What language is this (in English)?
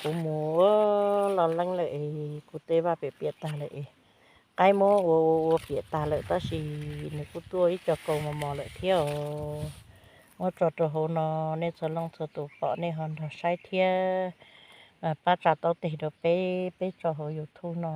Hmong